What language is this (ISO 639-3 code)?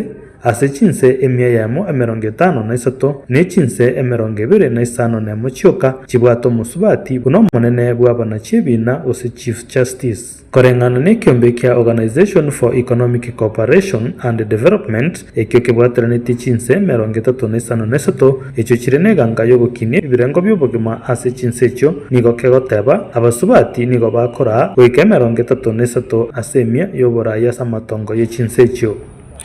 guz